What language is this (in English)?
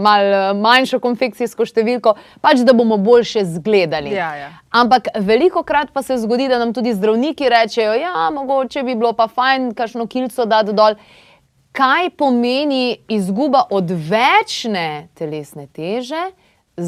Slovenian